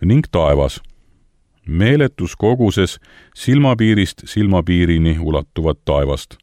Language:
Estonian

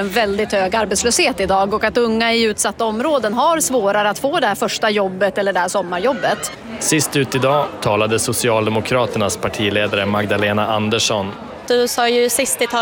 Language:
Swedish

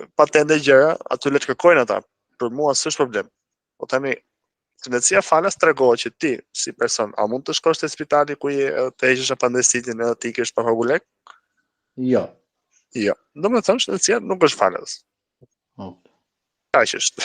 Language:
Albanian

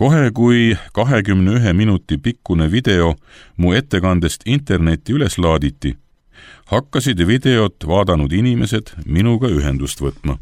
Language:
Estonian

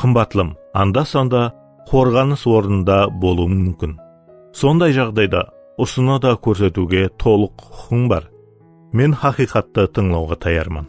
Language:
Kara-Kalpak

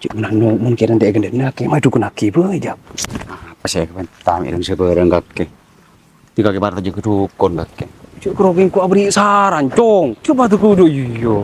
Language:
Madurese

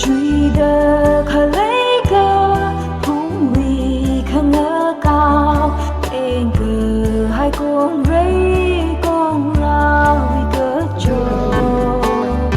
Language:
Tangkhul Naga (India)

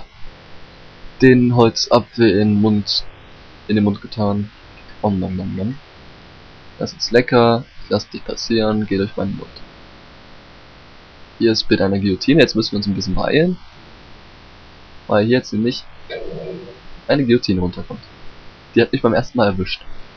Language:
German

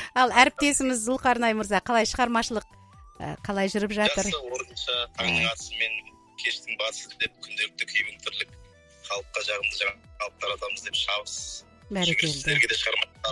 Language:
Kazakh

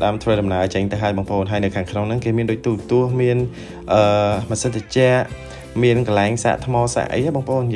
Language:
Khmer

